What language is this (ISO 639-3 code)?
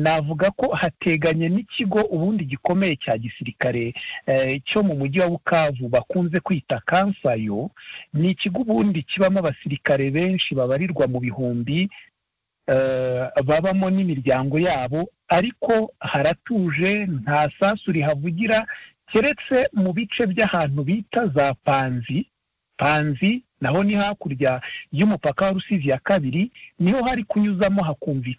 kin